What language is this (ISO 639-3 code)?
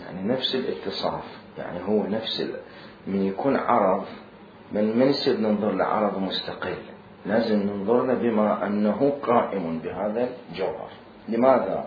acm